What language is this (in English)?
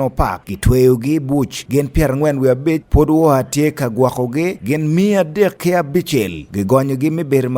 Acoli